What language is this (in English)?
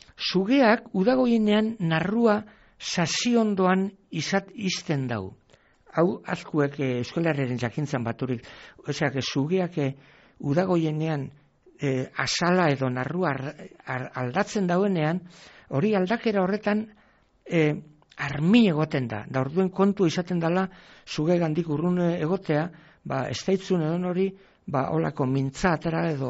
Basque